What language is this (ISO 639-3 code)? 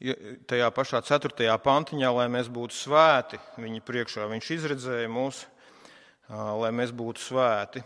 lav